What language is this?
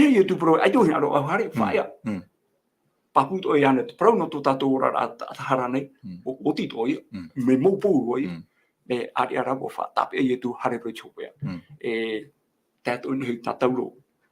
Tahitian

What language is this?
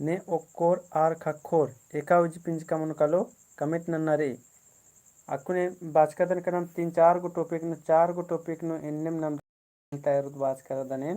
Kurukh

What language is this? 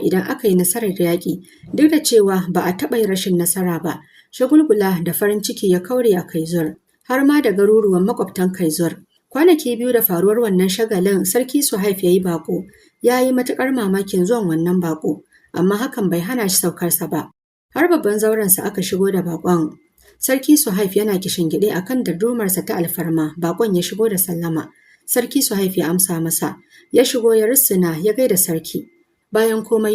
Hausa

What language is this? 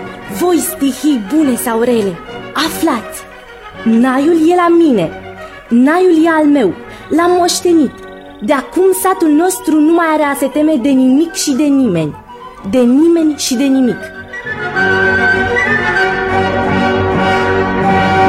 Romanian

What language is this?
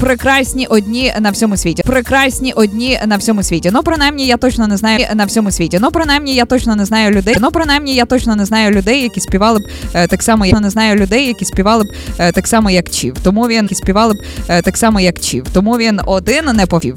Ukrainian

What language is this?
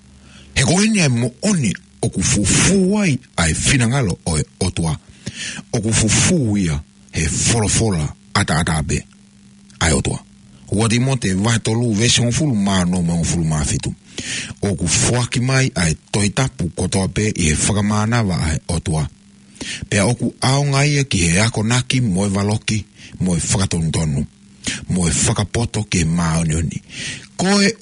Tongan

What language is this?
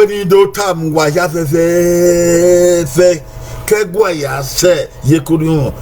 Bini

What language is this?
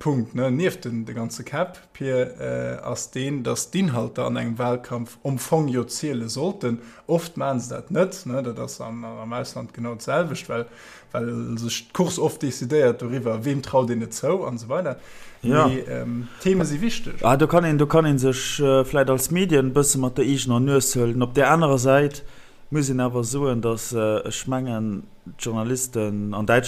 Luxembourgish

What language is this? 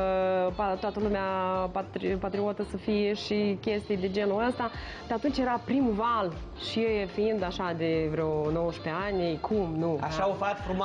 Romanian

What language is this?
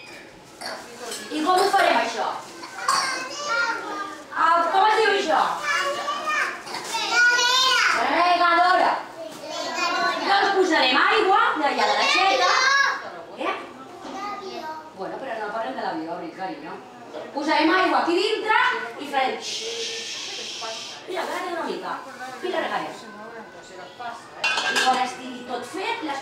Catalan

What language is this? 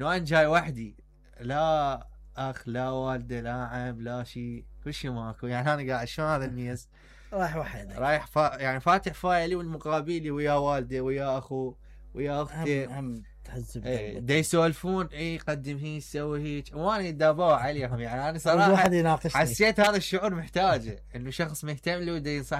Mesopotamian Arabic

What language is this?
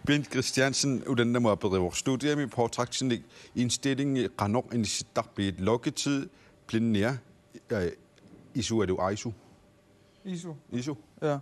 Kalaallisut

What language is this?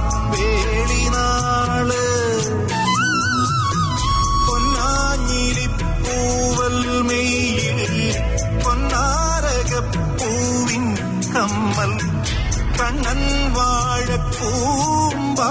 Malayalam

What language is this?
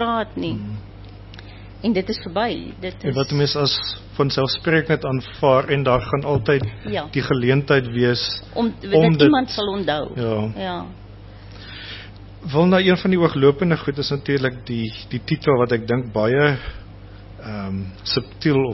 Afrikaans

